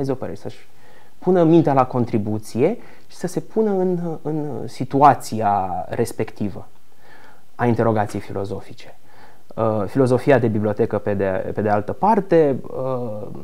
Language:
Romanian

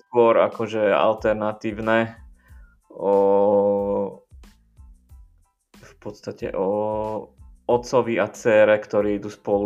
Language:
Slovak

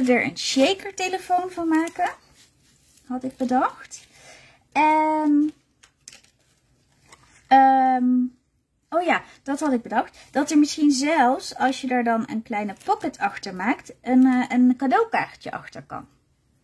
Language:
Dutch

